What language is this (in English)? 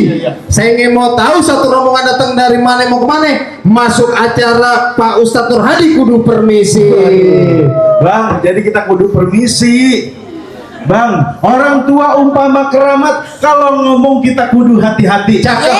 Betawi